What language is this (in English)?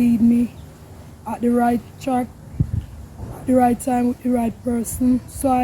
Jamaican Creole English